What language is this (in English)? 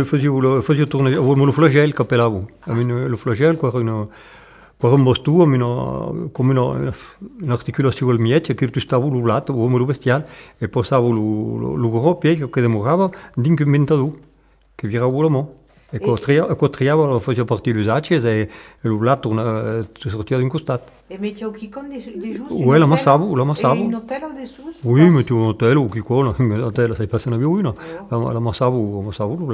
Occitan